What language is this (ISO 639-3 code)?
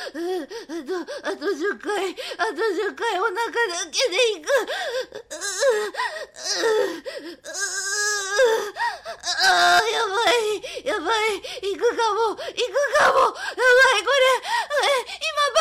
jpn